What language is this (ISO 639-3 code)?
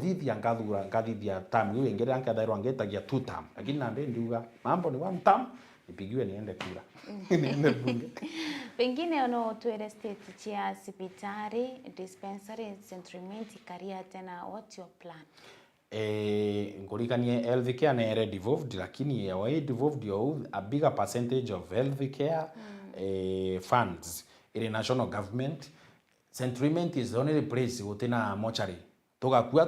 mer